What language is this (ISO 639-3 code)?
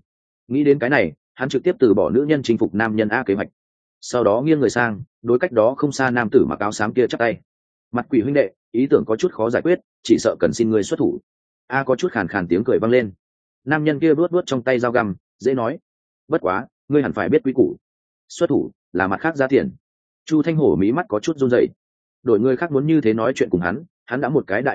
vie